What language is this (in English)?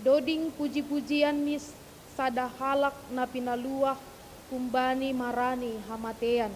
Batak Simalungun